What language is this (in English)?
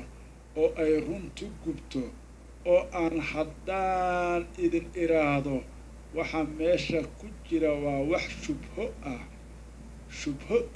Somali